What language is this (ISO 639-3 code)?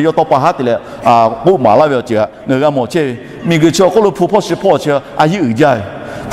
lhu